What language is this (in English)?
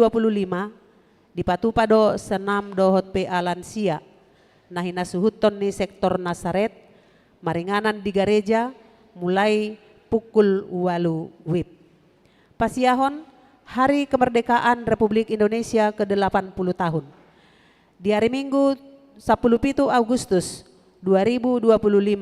Batak Toba